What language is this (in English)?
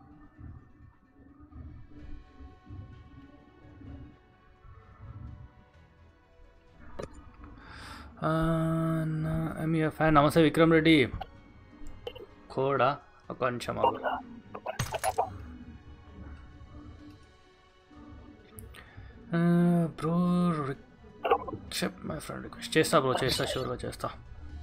Telugu